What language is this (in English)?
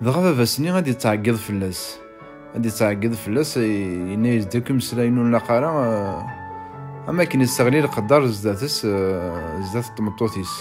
Kabyle